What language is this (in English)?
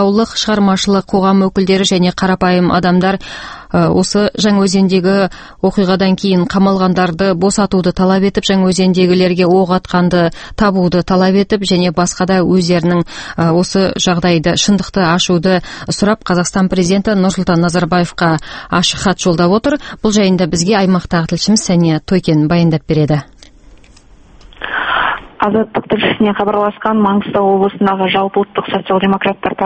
Kazakh